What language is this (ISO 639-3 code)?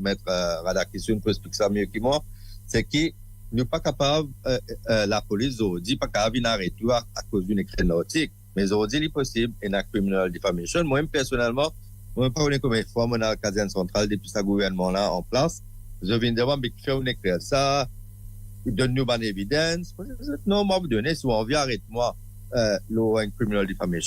mfe